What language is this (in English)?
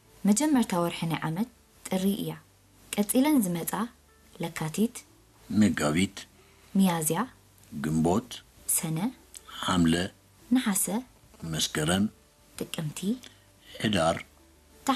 Tigrinya